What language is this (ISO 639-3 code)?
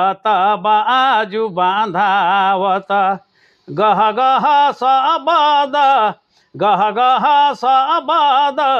sck